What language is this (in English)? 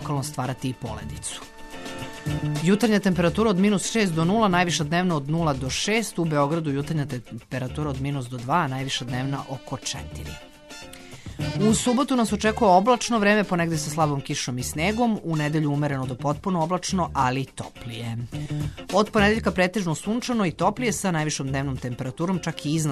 Serbian